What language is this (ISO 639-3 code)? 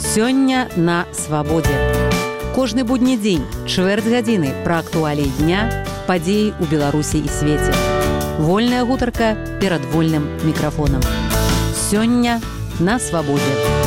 bel